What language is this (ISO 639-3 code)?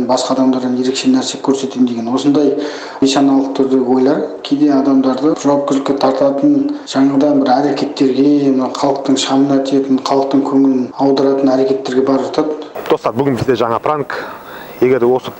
kaz